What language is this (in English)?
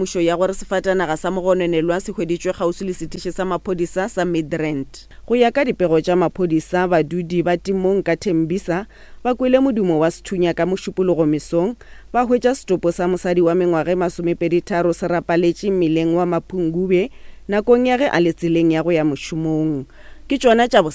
Northern Sotho